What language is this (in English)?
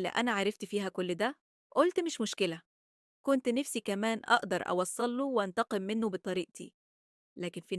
Egyptian Arabic